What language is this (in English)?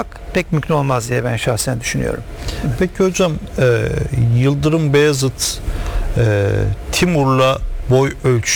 Turkish